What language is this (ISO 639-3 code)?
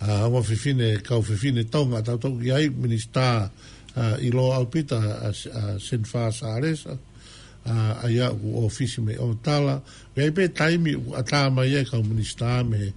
ton